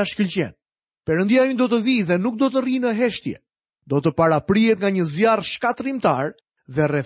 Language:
Albanian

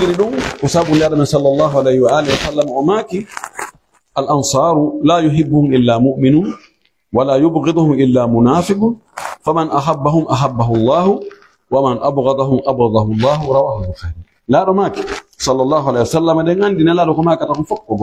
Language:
Pular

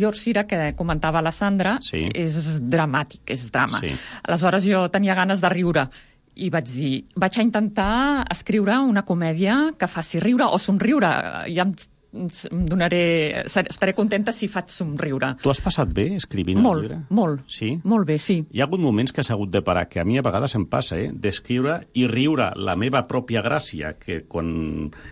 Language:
Catalan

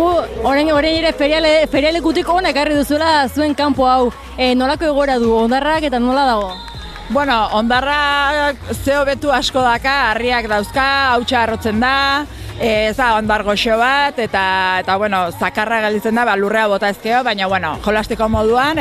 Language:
Basque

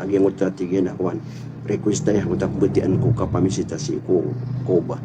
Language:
Maranao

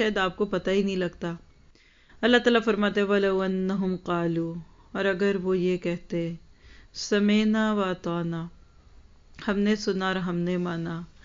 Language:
Urdu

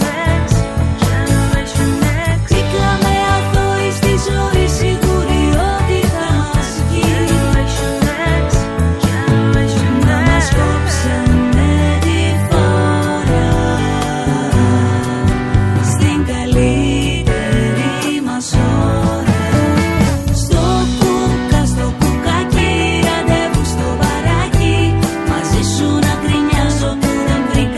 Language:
Greek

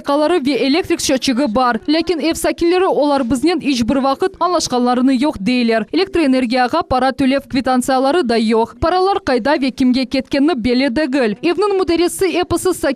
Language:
Crimean Tatar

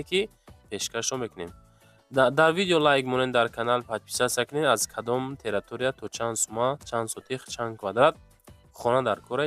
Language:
Tajik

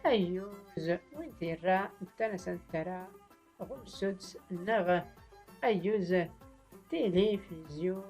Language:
Tachelhit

